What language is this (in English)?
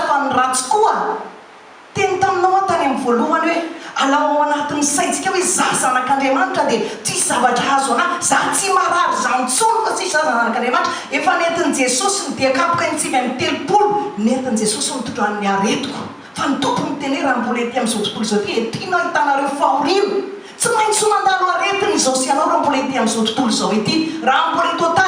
Malagasy